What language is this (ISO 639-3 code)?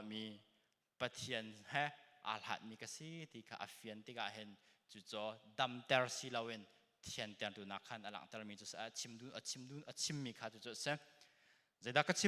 cnh